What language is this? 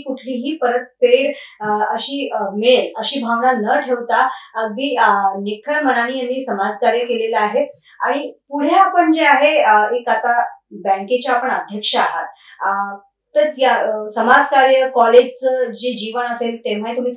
Marathi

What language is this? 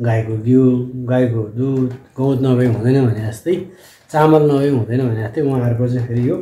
Nepali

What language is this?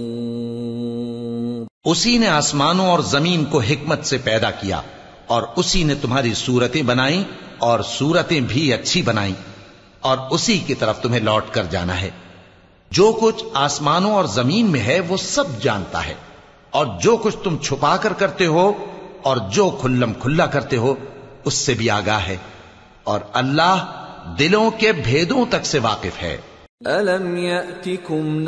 Urdu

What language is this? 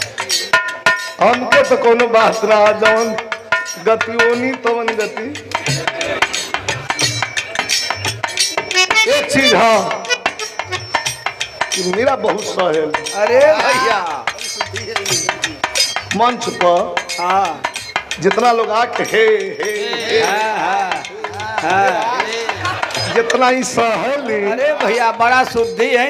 Bhojpuri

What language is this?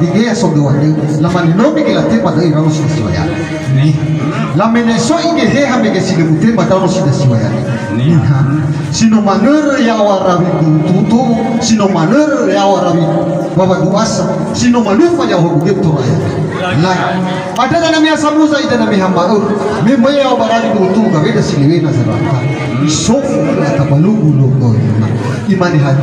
Nias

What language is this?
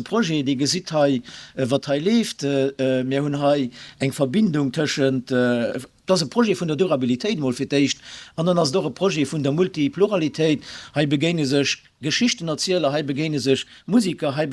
Luxembourgish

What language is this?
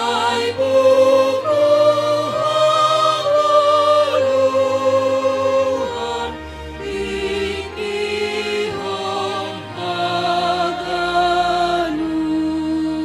Batak Simalungun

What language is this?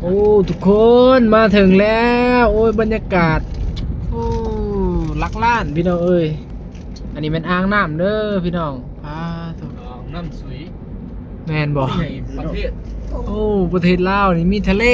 Northeastern Thai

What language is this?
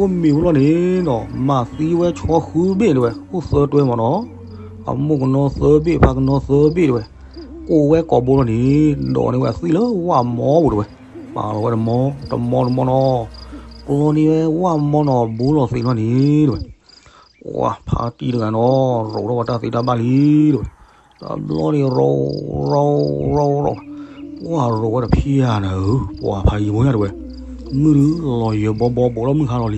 S'gaw Karen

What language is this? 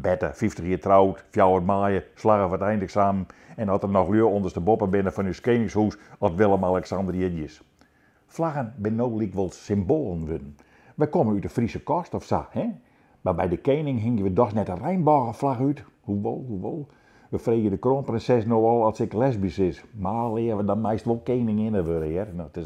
Western Frisian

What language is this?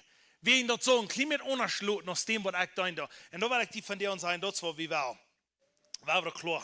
Plautdietsch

